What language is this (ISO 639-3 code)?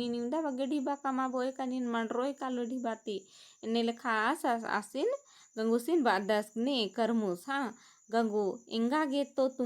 kru